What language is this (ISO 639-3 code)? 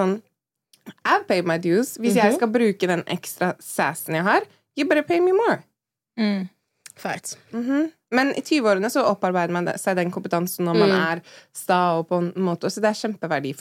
nor